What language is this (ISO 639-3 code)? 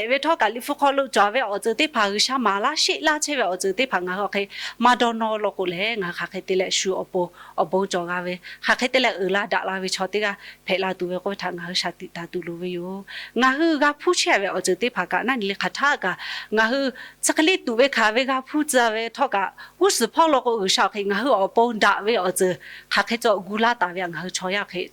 lhu